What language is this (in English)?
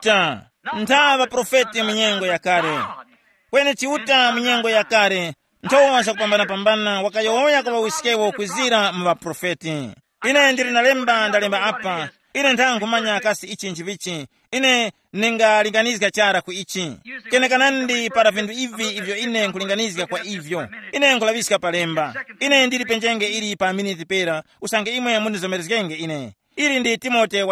Tumbuka